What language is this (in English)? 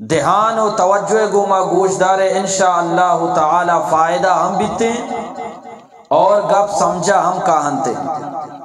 Eastern Balochi